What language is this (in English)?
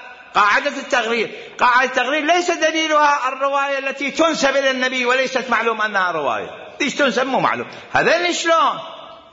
Mesopotamian Arabic